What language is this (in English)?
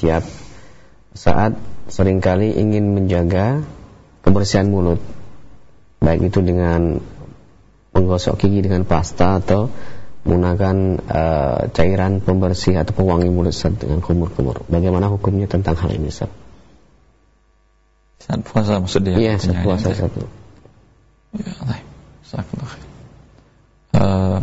Indonesian